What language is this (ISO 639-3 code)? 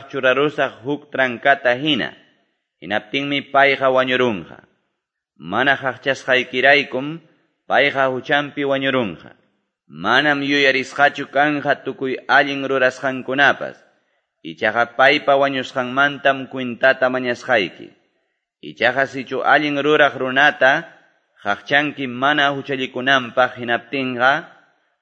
que